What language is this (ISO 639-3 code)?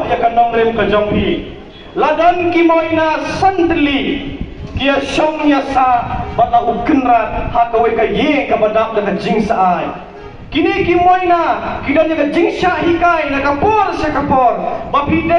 kha